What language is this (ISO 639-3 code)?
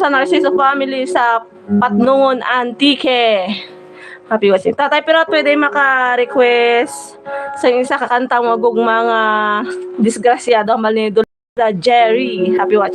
hil